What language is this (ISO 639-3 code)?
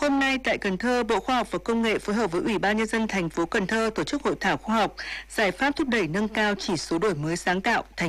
vie